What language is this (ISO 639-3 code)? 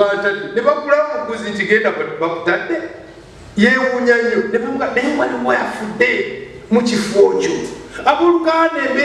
lug